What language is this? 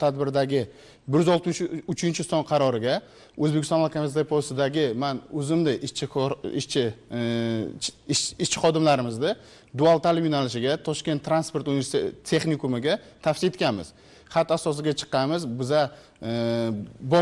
Uzbek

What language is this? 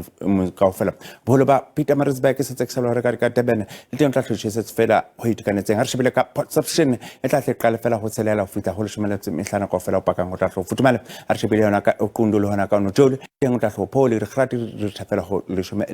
Southern Sotho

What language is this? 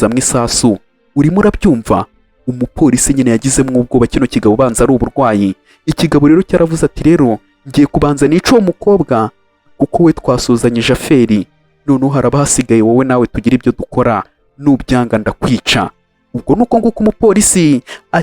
Kinyarwanda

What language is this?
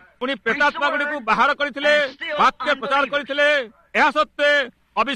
Odia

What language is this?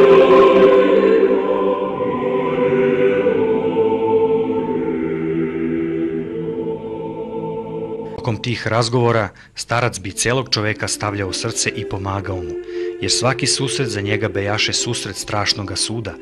Serbian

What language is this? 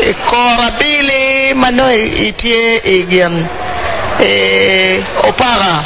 Acoli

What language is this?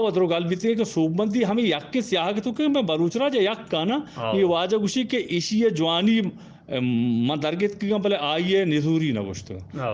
Eastern Balochi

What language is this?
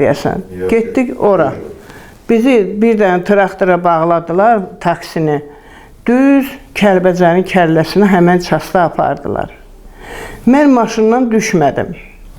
Azerbaijani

